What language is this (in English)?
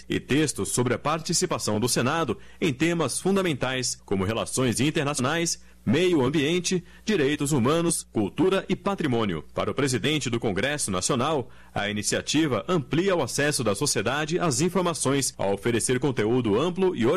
Portuguese